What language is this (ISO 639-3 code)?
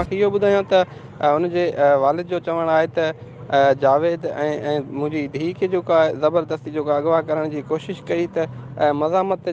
snd